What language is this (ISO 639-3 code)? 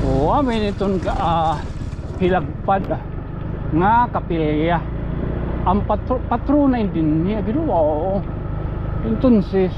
war